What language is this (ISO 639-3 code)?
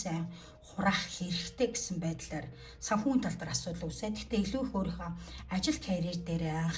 mon